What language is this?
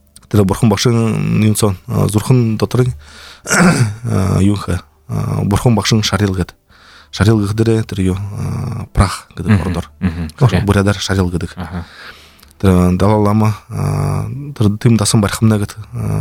Buriat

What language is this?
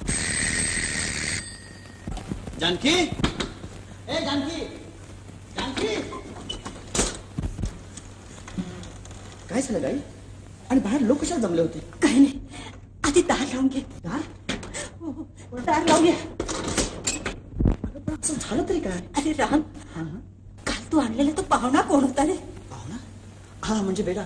Marathi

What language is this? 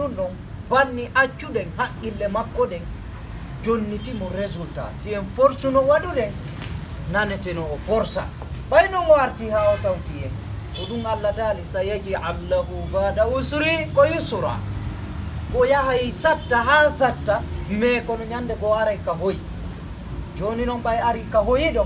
Fula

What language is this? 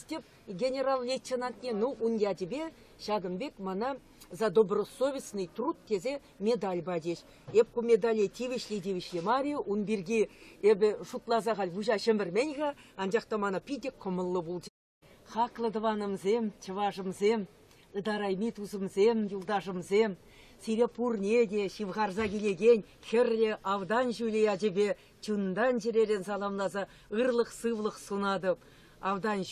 Chuvash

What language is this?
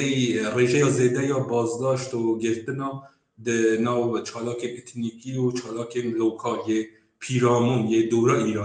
Kurdish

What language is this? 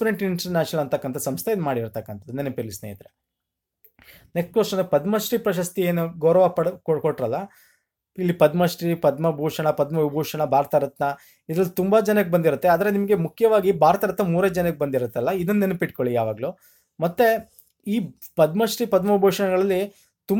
Kannada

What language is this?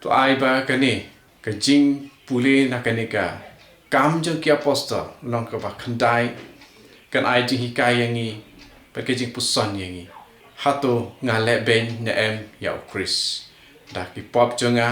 Khasi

